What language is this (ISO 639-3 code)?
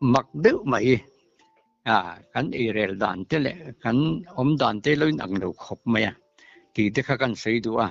lus